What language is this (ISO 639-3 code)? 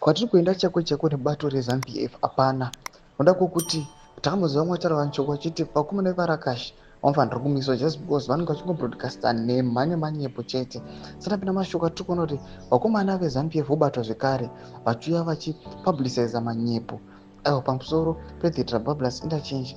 sna